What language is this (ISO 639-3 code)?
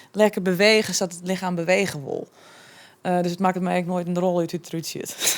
fry